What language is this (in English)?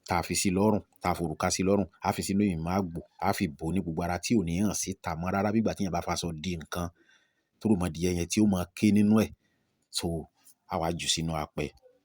Yoruba